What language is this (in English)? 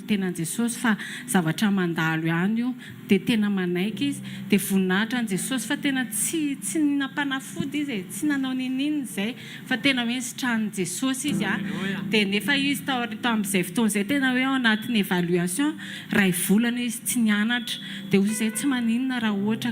Malagasy